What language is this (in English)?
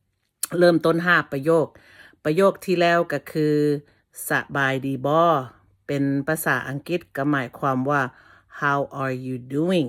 Lao